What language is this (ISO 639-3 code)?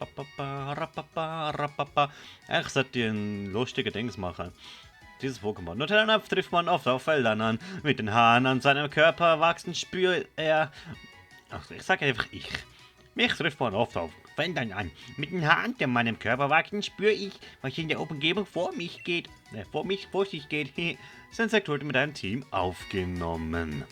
gsw